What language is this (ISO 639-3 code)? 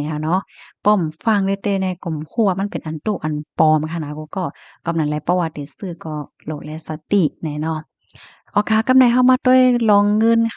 shn